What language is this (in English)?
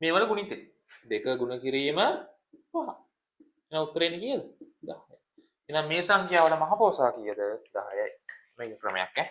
Sinhala